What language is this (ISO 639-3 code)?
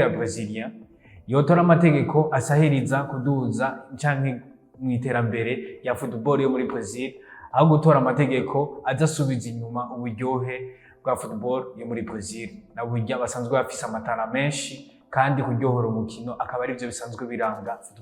run